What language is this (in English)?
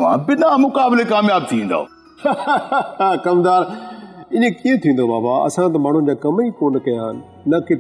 Sindhi